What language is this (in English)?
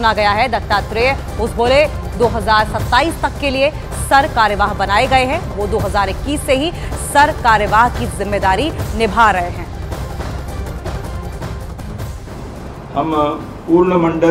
Hindi